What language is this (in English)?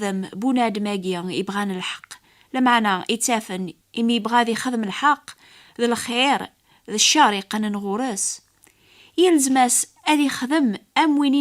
Kabyle